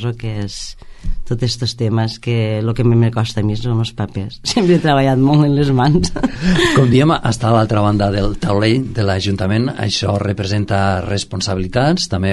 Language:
Catalan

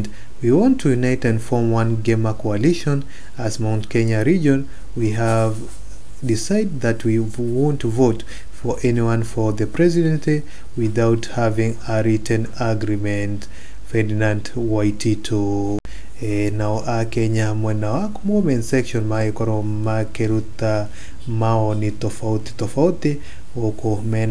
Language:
Kikuyu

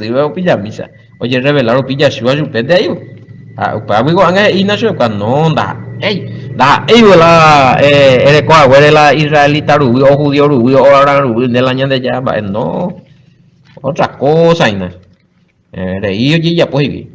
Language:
Guarani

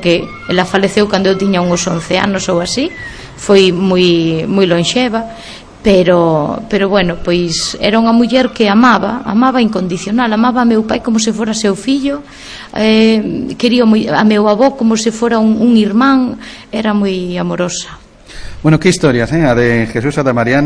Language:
Galician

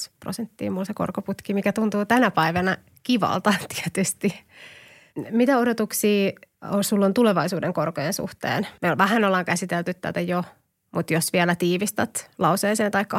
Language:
Finnish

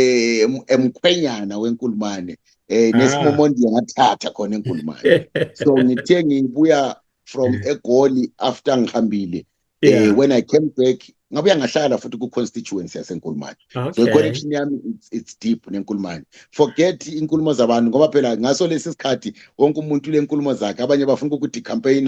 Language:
Zulu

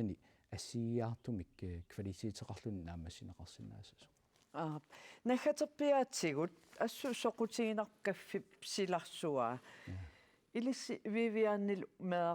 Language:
Kalaallisut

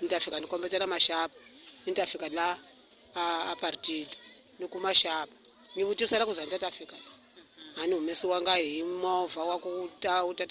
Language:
Tsonga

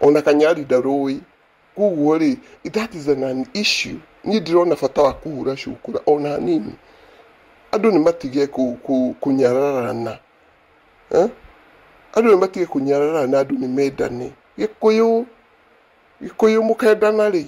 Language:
Kikuyu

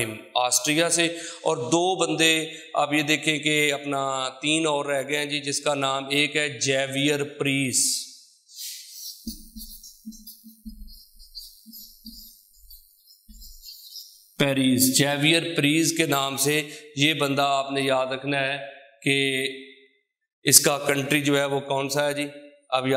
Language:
Urdu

